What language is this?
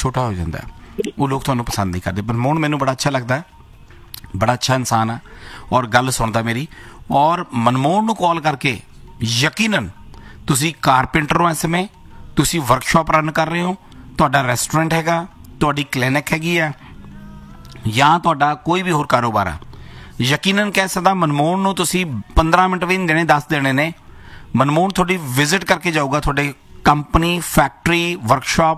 Punjabi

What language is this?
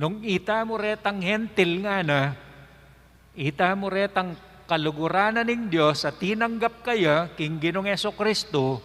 Pampanga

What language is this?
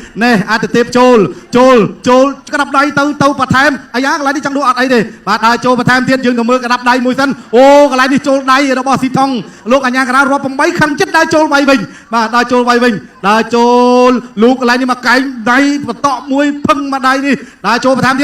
Khmer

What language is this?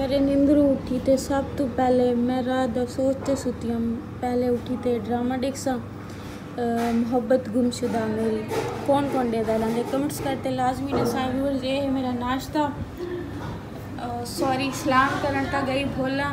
Saraiki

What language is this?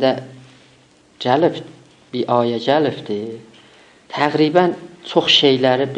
South Azerbaijani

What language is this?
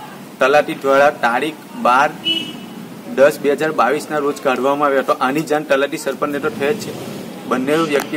Gujarati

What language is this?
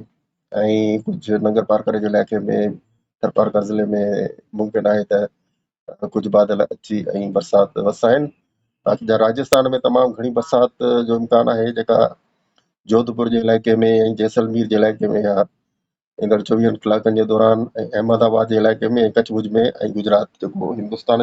Sindhi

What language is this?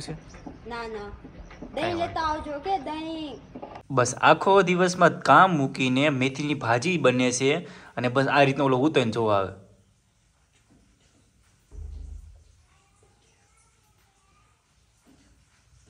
Gujarati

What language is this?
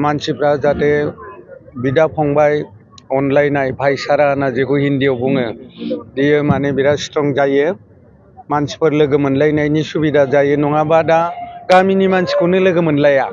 Bodo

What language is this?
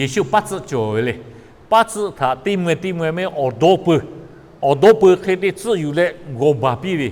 Lahu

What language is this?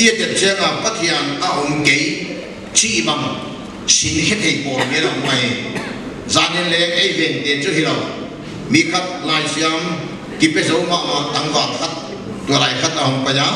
Paite Chin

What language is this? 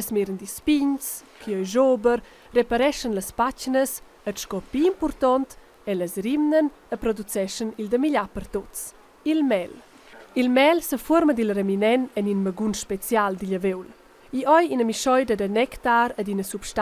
Romansh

